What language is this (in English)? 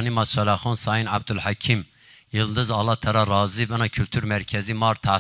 Zaza